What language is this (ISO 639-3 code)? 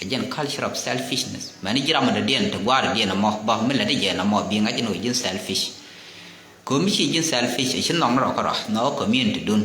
nus